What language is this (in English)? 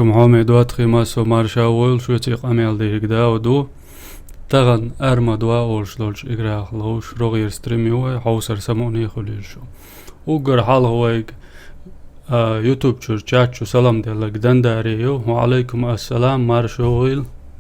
Chechen